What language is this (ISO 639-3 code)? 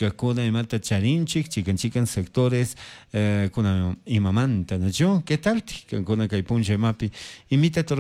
qug